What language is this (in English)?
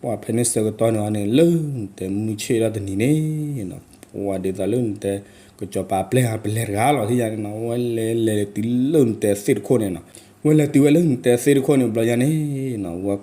S'gaw Karen